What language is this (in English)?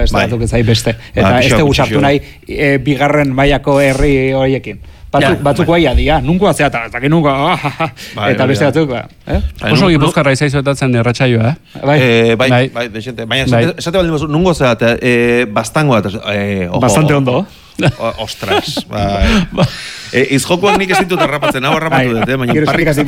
Basque